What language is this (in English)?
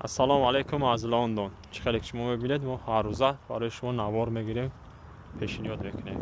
Tajik